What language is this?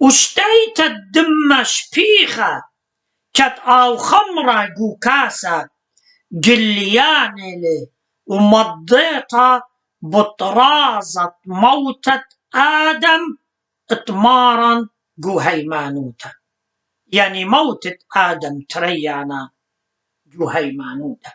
Assyrian Neo-Aramaic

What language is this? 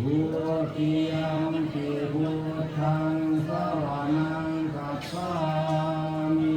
Pali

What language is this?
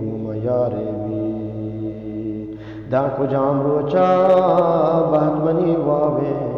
Eastern Balochi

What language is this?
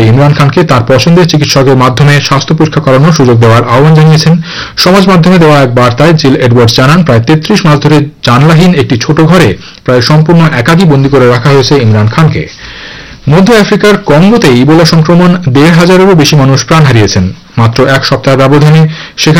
Bangla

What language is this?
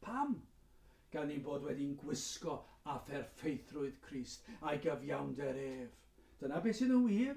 Welsh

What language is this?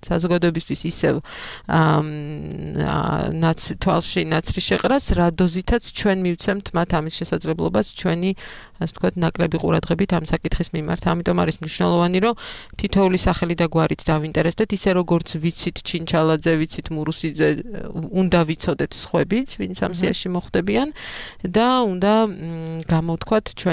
Georgian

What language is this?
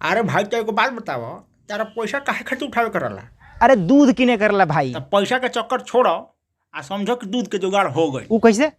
Bhojpuri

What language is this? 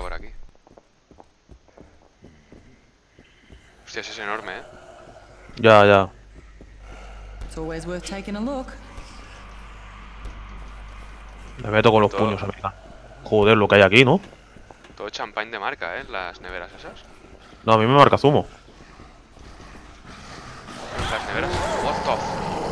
Spanish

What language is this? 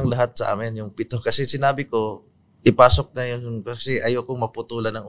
Filipino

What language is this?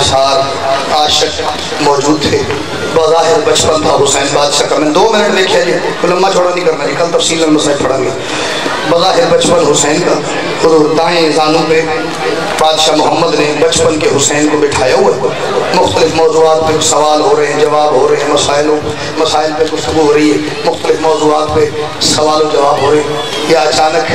Urdu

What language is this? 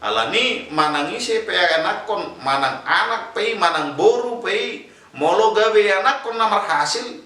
Batak Toba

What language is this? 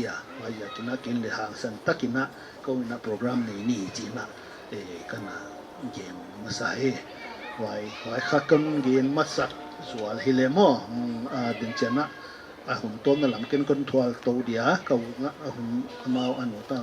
Paite Chin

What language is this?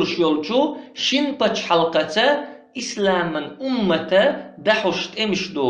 Chechen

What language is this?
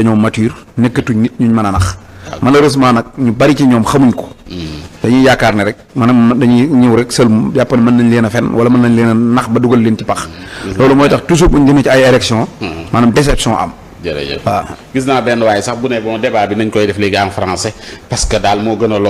Wolof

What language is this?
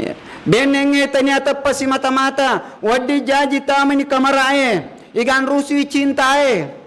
Buginese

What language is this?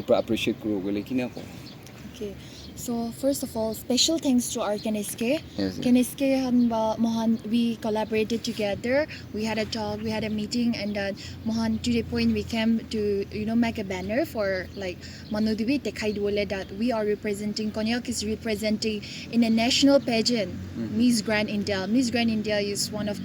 Naga Pidgin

